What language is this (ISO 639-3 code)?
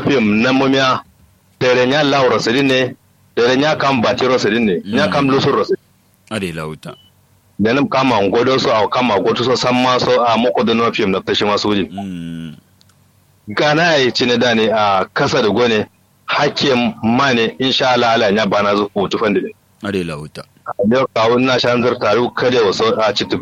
kau